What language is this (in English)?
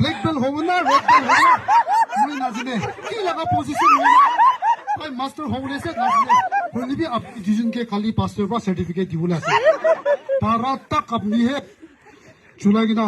Naga Pidgin